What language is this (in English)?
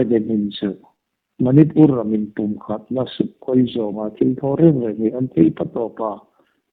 Hmar